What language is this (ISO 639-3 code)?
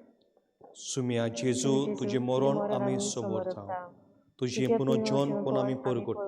kok